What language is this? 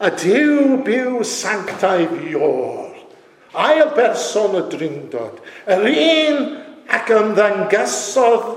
Welsh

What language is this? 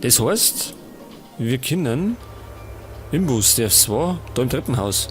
Bavarian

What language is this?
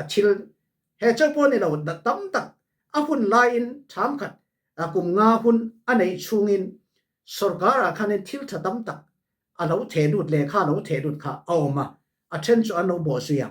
Falam Chin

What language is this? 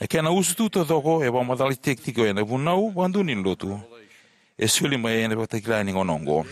Fijian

